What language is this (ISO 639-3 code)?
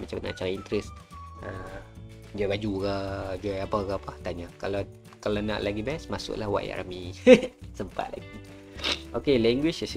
msa